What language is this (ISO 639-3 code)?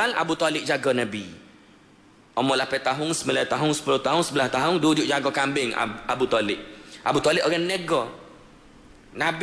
msa